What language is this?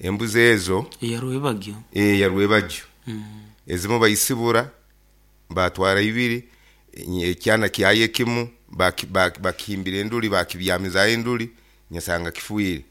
Nyoro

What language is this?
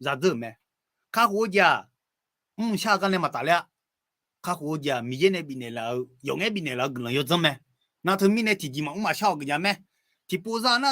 Akha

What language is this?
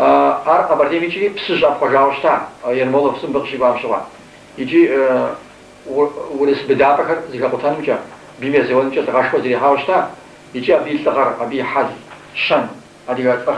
Kabardian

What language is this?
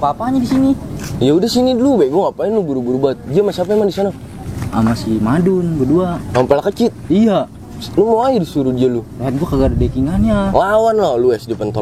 Betawi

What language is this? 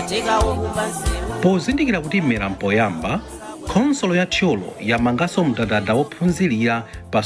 Nyanja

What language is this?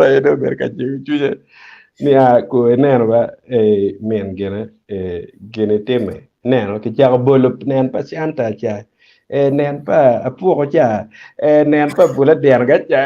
Acoli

